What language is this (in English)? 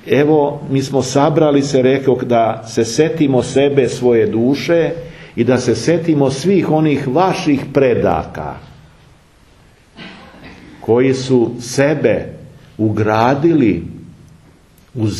Serbian